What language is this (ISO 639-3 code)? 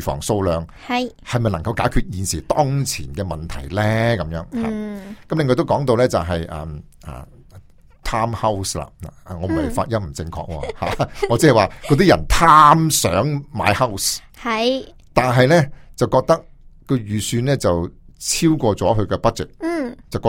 yue